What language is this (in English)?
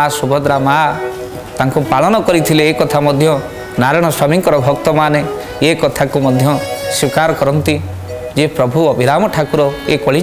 Odia